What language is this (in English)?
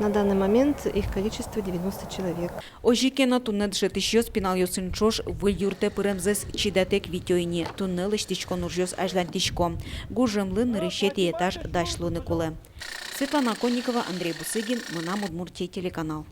Udmurt